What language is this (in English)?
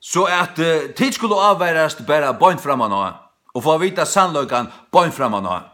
Faroese